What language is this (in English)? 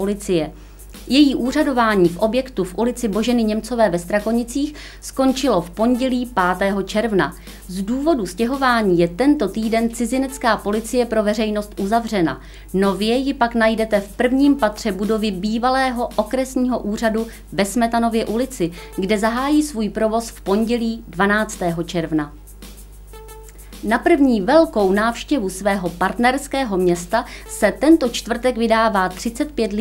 Czech